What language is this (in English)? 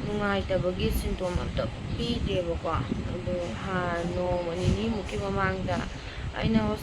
Manipuri